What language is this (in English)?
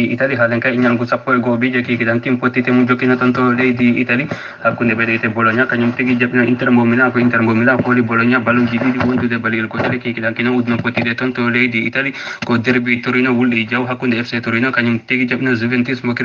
Fula